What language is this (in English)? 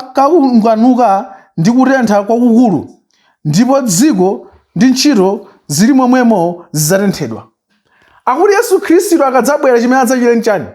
Nyanja